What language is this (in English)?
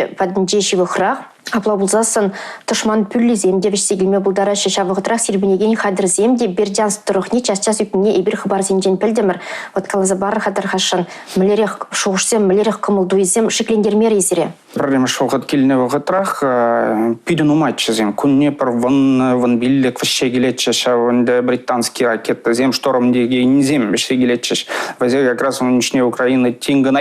Chuvash